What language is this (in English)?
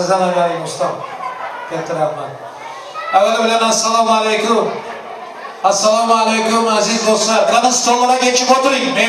Turkmen